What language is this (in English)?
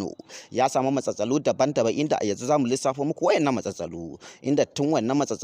Hausa